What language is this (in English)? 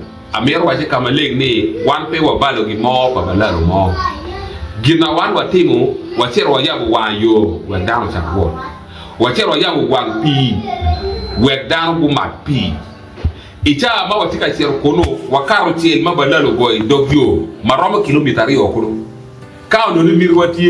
Acoli